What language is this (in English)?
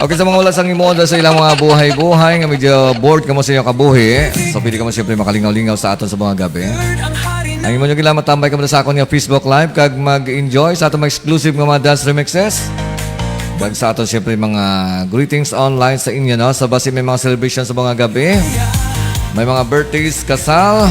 Hiligaynon